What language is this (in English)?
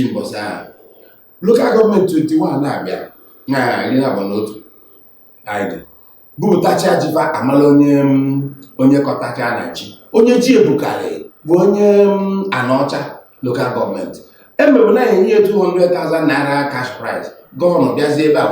Igbo